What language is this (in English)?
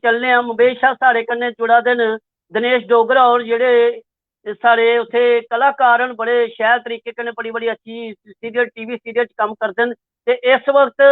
Dogri